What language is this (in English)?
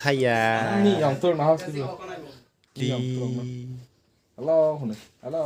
Kok Borok